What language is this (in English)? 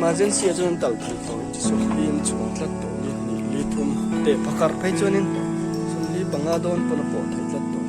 Mizo